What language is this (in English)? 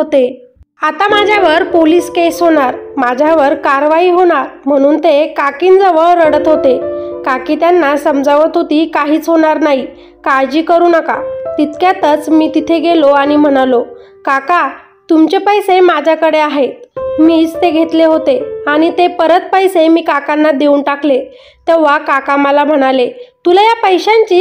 Marathi